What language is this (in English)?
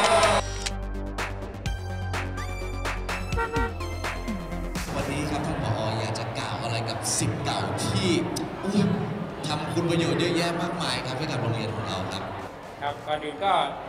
Thai